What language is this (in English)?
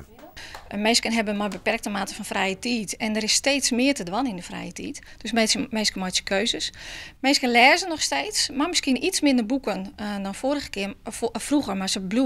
Western Frisian